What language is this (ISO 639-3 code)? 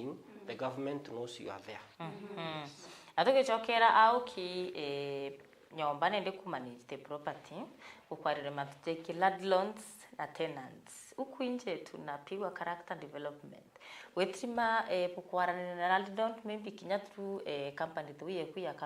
mer